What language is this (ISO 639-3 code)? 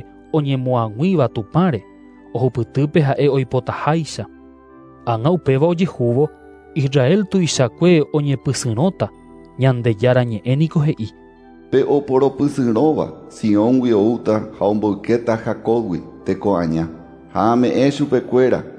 grn